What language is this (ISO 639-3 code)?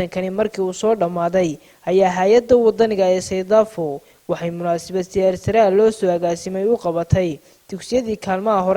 som